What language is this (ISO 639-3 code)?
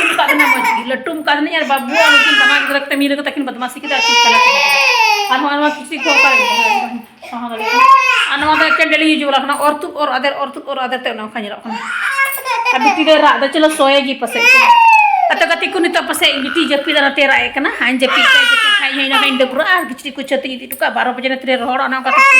sat